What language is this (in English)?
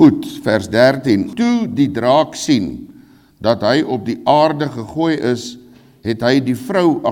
Afrikaans